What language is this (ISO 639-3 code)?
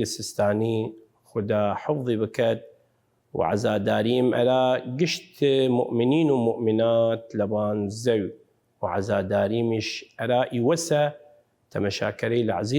sdh